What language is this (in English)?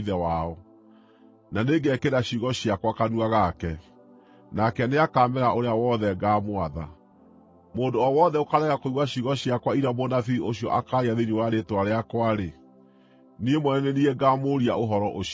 Kikuyu